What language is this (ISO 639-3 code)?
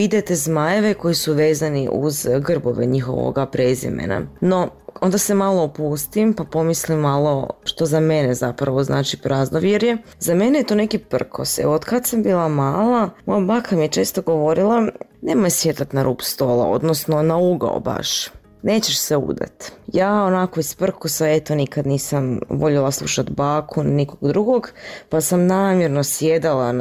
hrv